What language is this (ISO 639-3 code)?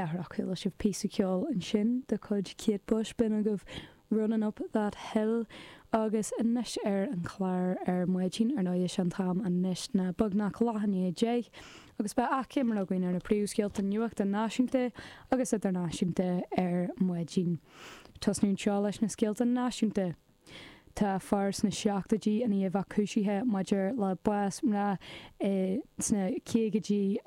gle